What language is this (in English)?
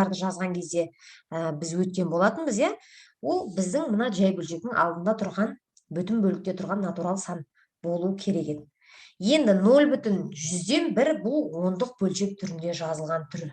Kazakh